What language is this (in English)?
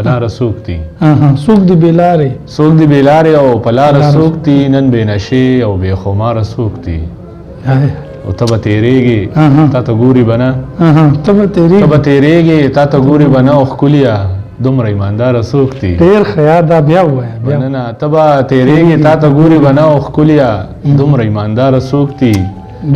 Pashto